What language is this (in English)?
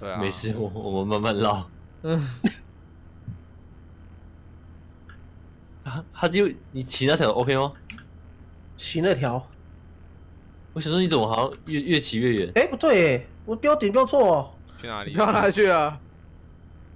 Chinese